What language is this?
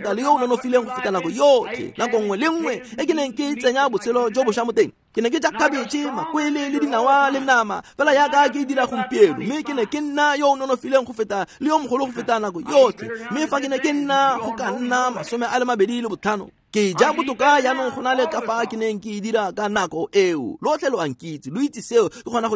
Tswana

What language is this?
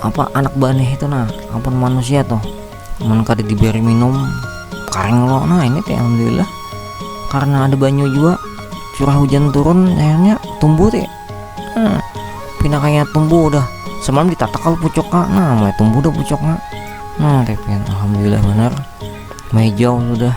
Banjar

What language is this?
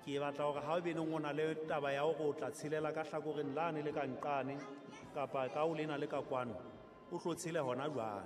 Southern Sotho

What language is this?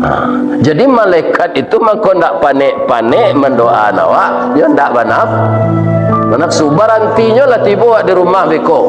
Minangkabau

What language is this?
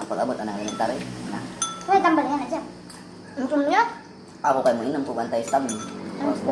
Cebuano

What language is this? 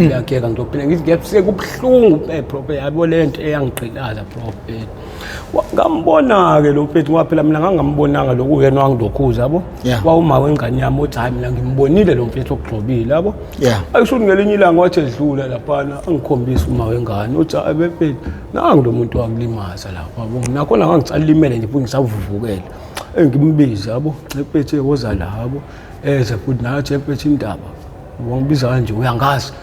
Zulu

